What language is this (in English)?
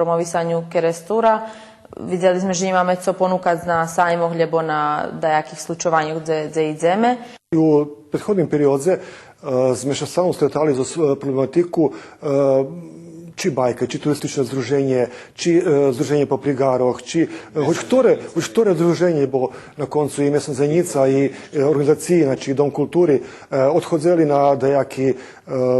Rusyn